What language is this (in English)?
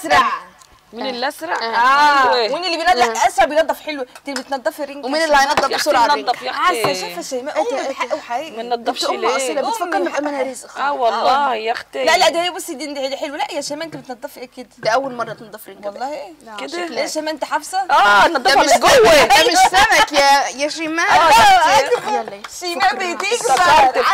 Egyptian Arabic